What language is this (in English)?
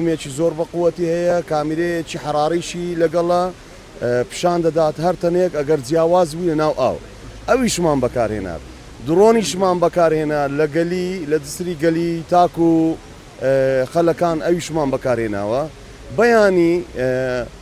Central Kurdish